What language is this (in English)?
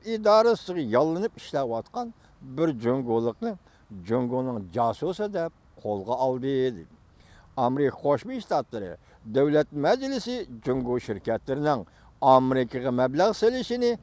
Uyghur